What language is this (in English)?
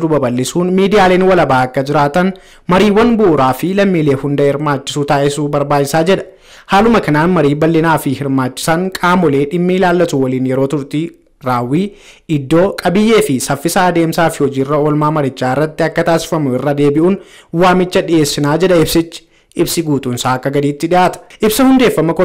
Oromo